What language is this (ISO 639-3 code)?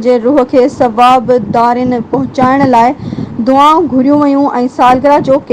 snd